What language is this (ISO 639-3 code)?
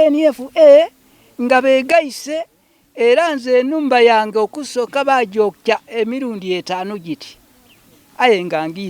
lug